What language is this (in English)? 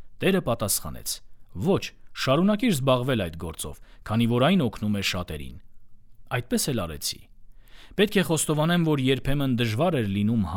Armenian